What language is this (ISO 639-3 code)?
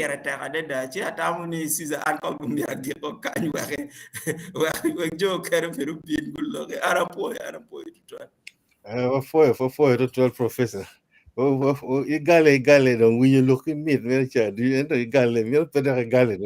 ach